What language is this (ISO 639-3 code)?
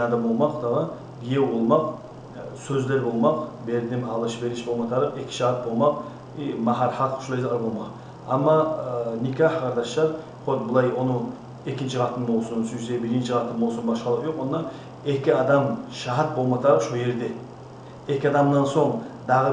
kum